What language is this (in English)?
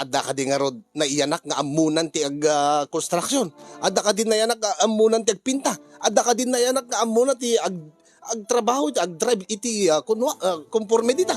Iloko